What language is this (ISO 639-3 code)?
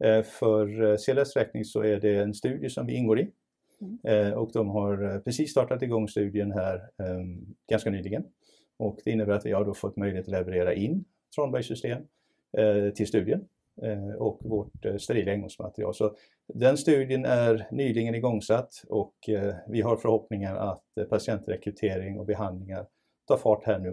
swe